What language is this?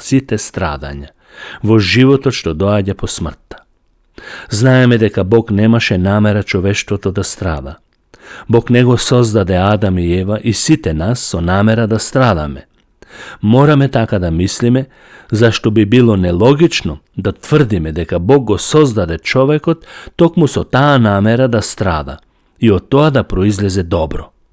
Macedonian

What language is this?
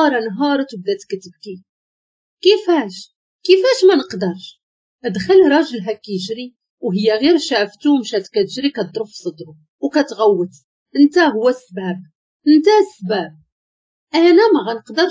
Moroccan Arabic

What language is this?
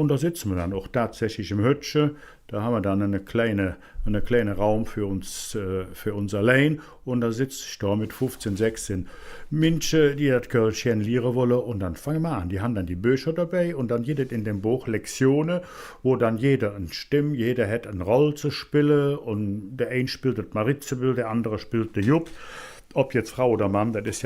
Colognian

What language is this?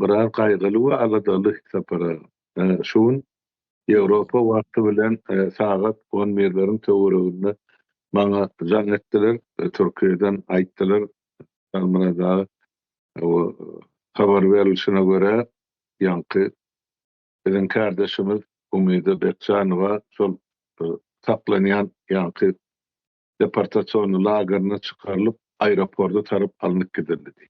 Turkmen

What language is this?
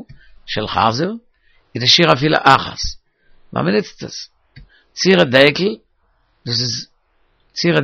Yiddish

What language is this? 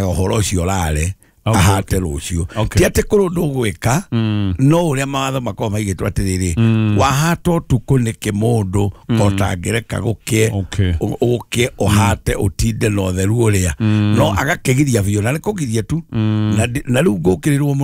Kikuyu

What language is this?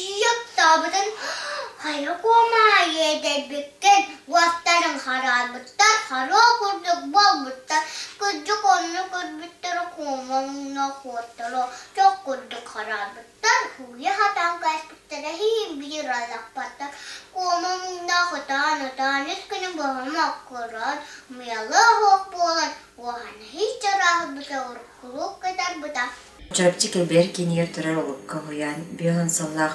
Yakut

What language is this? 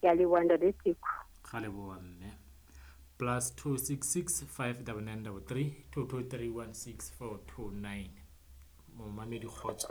Southern Sotho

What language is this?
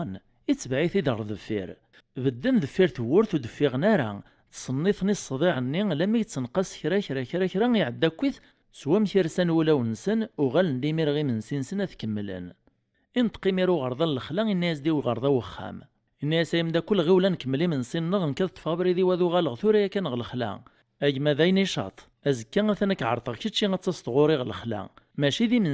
Kabyle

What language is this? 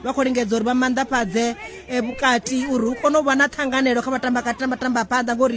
Venda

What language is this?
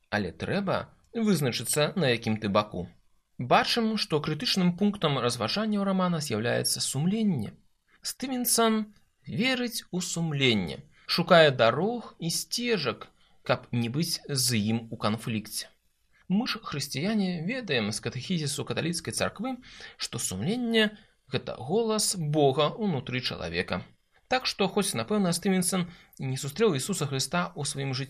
Belarusian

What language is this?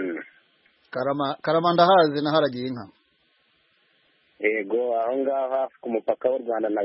Kinyarwanda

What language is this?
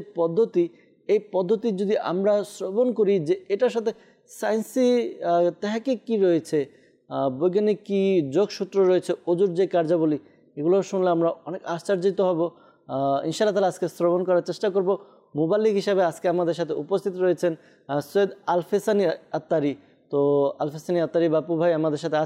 Bangla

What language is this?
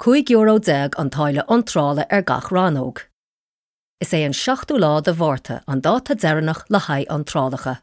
Irish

